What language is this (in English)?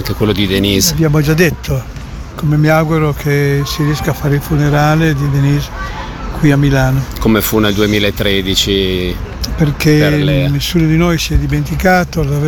Italian